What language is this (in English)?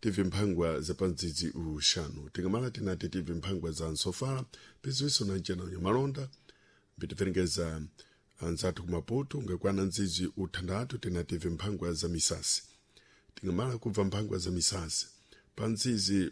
Sena